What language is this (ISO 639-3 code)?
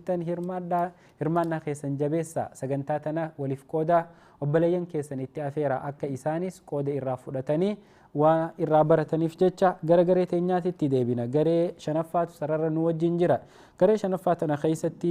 orm